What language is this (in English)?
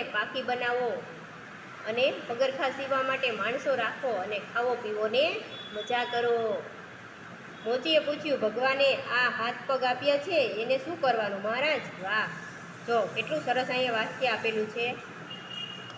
Gujarati